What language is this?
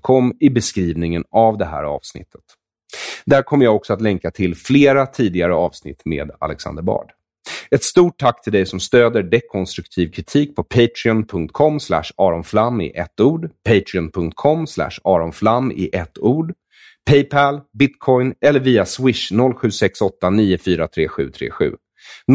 Swedish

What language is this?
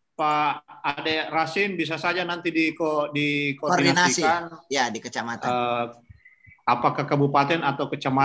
Indonesian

